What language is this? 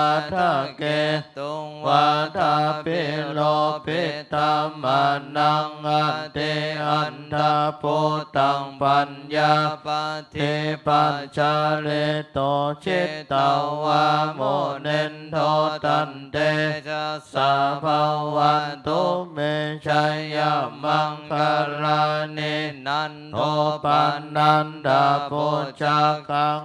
Pali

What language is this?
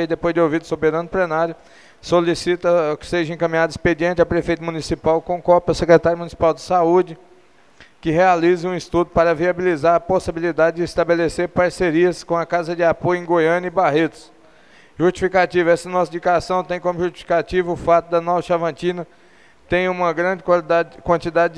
Portuguese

